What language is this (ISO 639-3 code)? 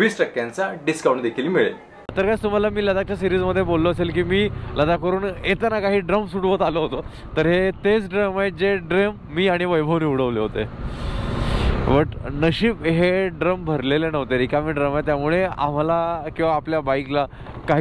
mar